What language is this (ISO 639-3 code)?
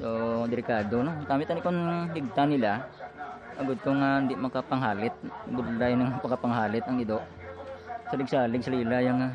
hil